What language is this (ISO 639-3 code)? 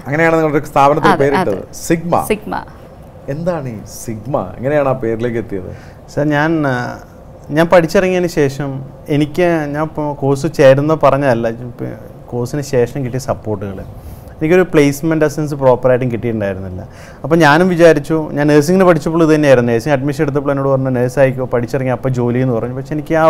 mal